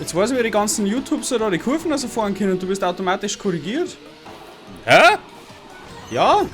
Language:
Bavarian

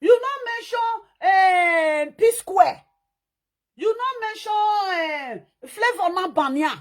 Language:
Nigerian Pidgin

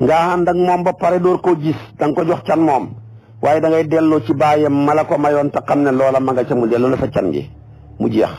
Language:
Wolof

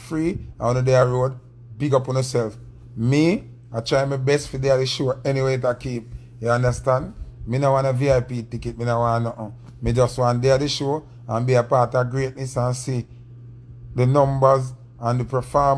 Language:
Jamaican Creole English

